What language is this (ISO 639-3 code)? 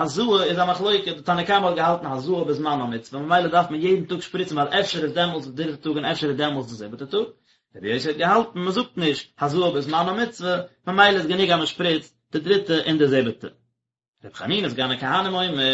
yid